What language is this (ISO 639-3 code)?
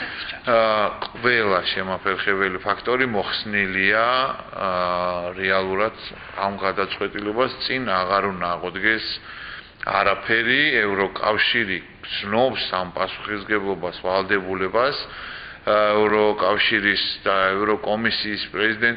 kat